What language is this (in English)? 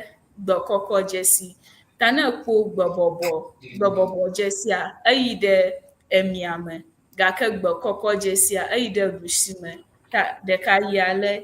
Ewe